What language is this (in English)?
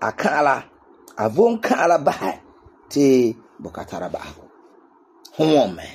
Frafra